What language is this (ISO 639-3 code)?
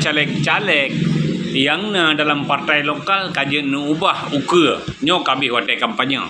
ace